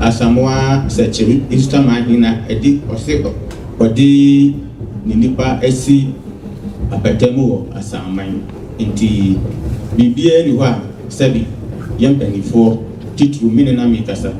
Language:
Akan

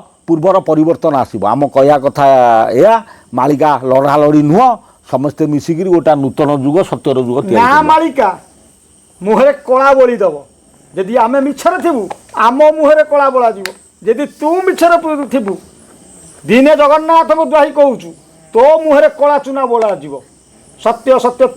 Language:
Odia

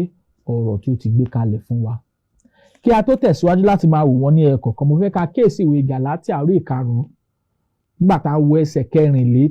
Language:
Yoruba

